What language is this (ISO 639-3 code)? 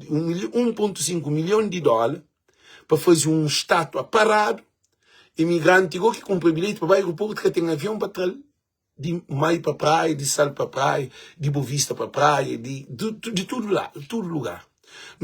kea